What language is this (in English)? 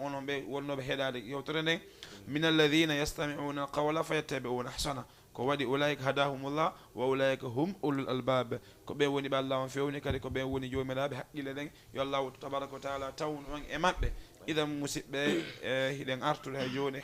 Fula